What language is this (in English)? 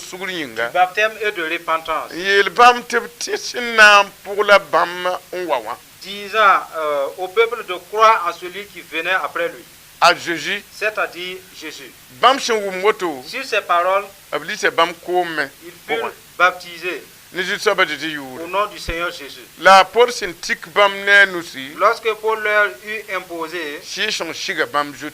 Mossi